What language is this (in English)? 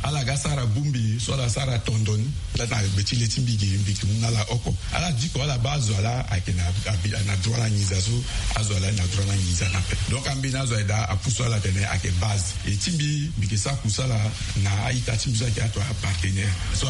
Sango